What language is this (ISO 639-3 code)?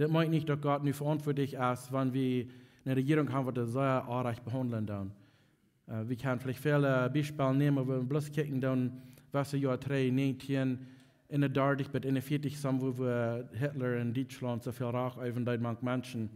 pdt